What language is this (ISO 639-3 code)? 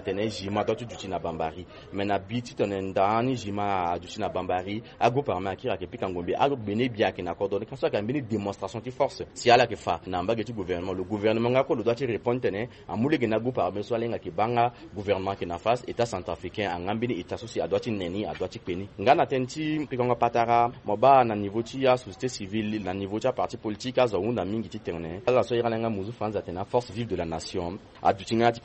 sag